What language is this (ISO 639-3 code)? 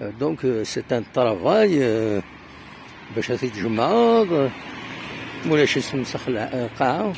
kab